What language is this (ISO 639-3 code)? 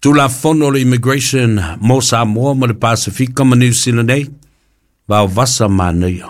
smo